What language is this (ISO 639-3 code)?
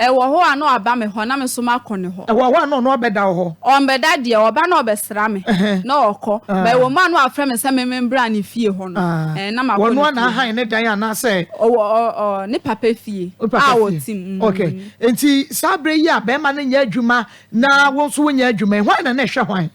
aka